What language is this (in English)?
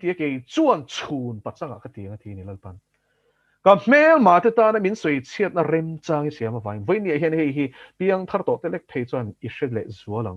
Mizo